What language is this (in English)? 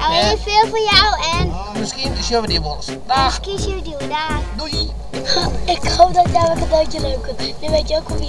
Western Frisian